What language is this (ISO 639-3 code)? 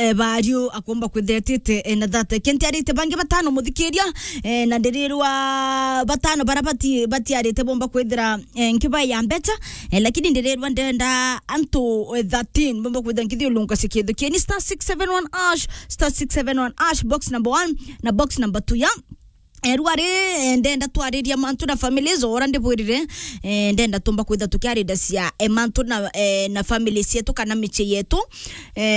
mer